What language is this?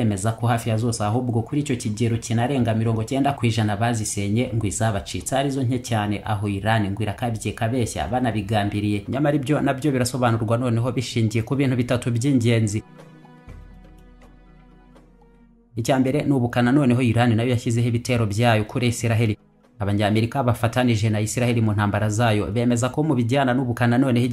Kinyarwanda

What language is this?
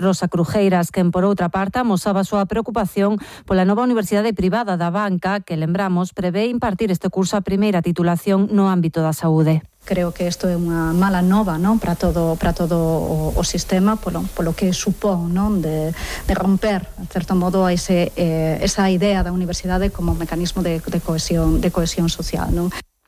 Galician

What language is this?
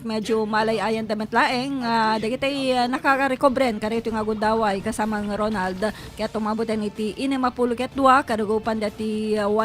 Iloko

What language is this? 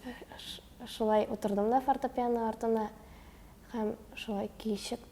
Tatar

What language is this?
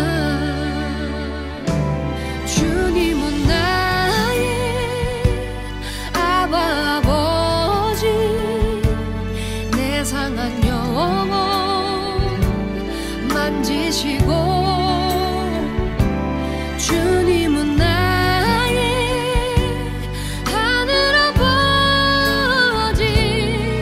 Korean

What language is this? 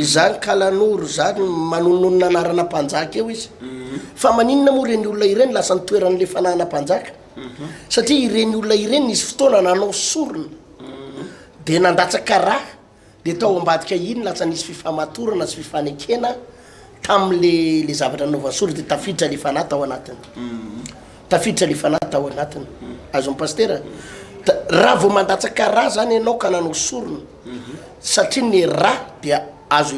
Malagasy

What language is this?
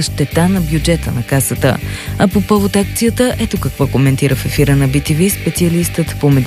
Bulgarian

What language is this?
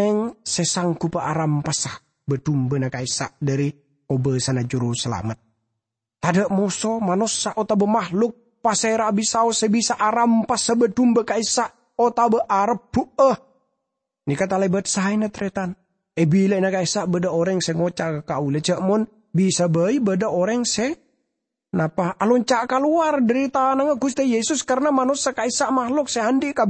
Madurese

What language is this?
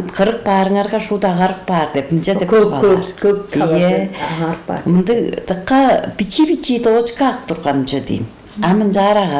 Tuvinian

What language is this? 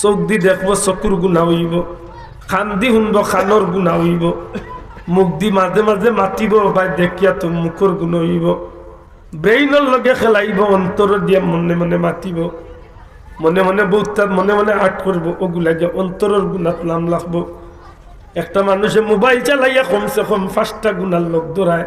Sylheti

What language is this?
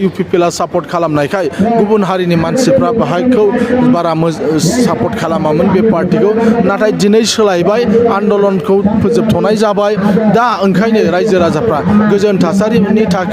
Bodo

